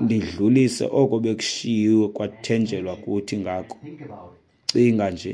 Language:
Xhosa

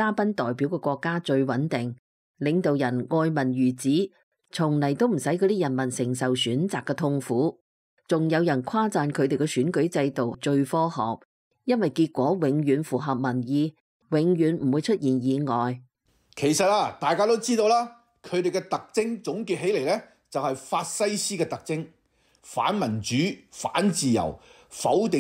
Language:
Cantonese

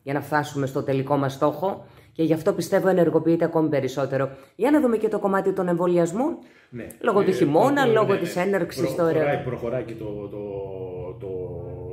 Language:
Greek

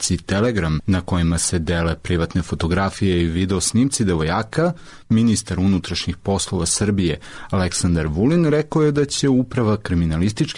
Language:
Serbian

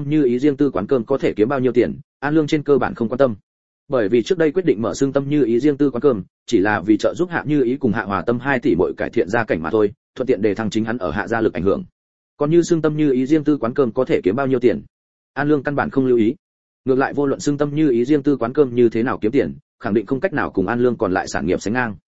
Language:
Vietnamese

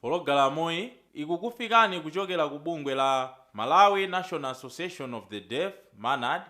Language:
Nyanja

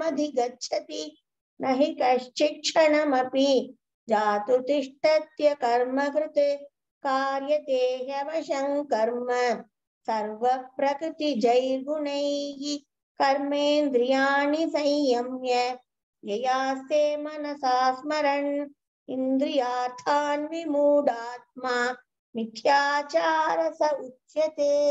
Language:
Sanskrit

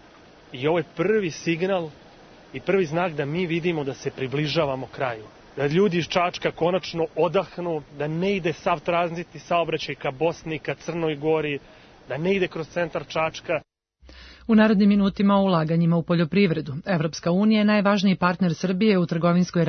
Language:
Serbian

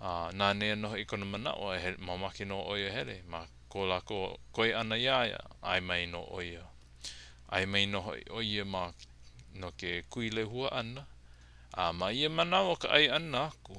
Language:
Hawaiian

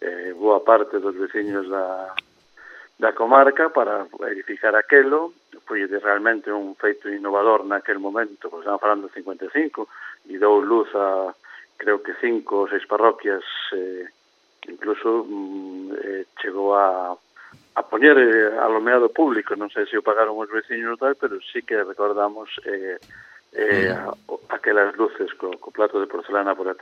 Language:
Galician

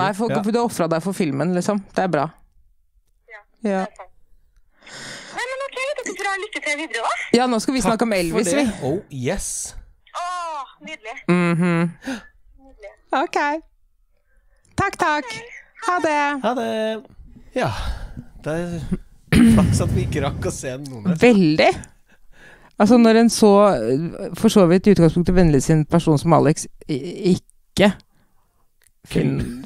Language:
Norwegian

